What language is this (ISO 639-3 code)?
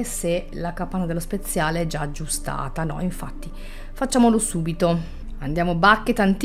ita